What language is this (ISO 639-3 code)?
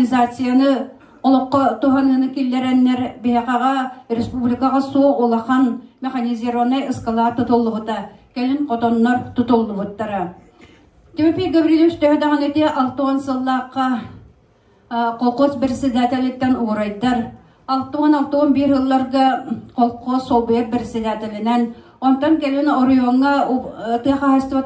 sah